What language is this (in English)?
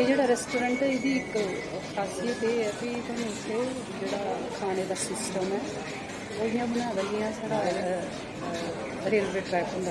Dogri